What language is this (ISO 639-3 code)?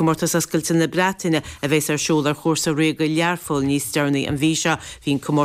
gle